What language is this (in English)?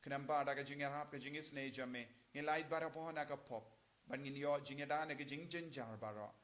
Khasi